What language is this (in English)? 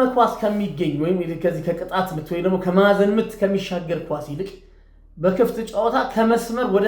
Amharic